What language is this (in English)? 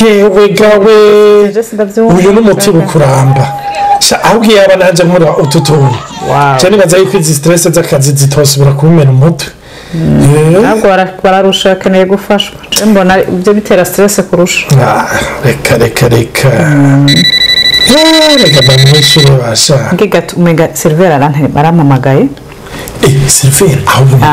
Rundi